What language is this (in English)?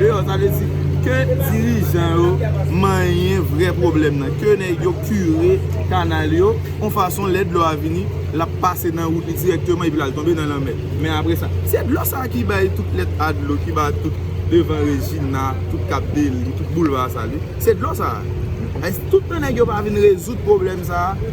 Haitian Creole